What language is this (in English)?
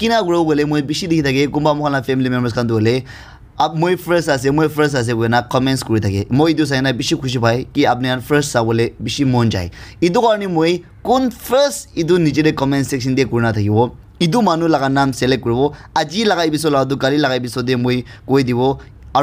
Naga Pidgin